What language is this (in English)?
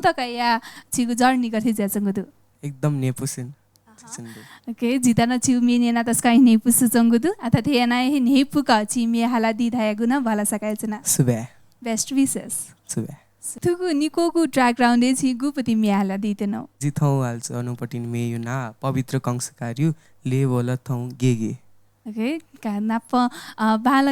Newari